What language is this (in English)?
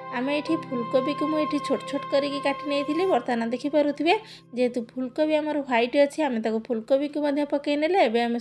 Odia